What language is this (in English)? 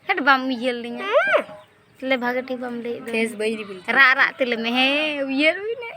Santali